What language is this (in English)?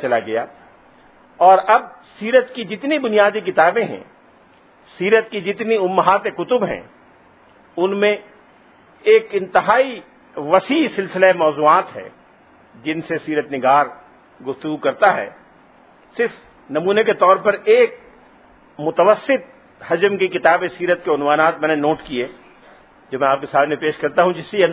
Urdu